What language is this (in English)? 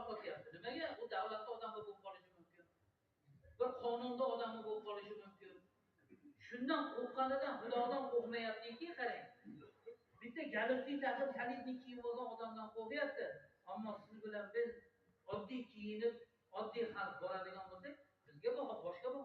Uzbek